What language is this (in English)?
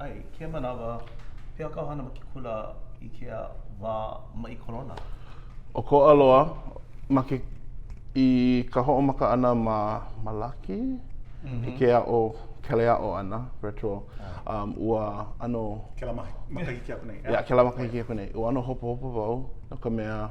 Hawaiian